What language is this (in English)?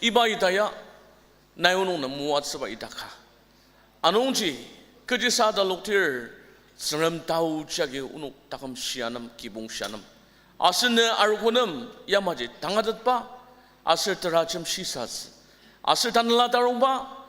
Ao Naga